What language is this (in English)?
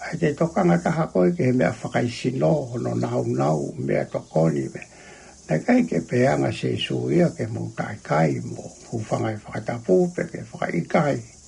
Tongan